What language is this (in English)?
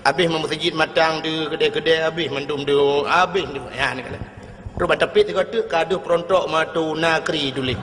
Achinese